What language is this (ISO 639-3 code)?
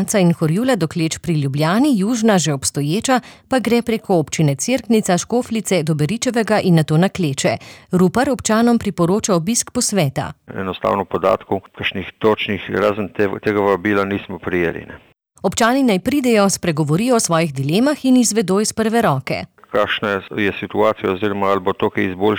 slv